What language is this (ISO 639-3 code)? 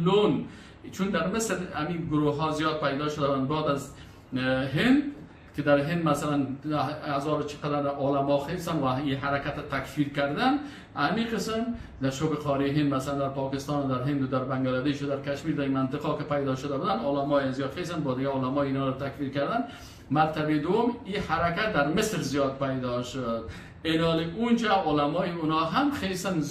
fas